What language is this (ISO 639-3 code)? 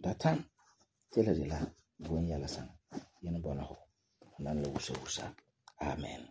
gur